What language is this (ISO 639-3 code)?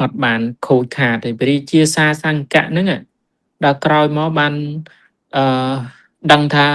khm